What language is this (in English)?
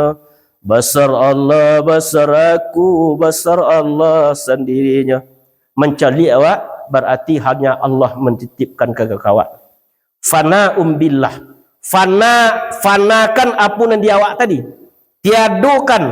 Minangkabau